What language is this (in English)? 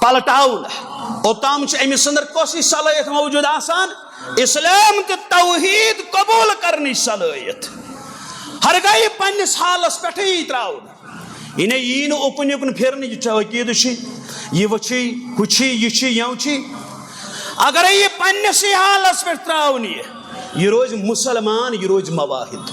Kashmiri